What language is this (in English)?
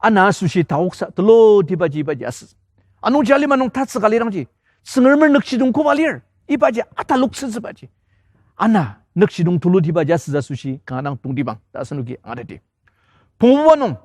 Ao Naga